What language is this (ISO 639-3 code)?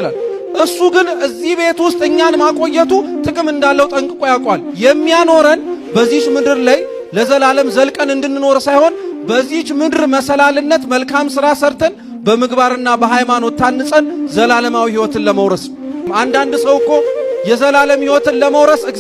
amh